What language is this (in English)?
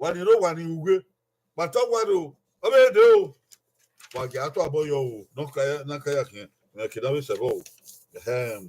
Bini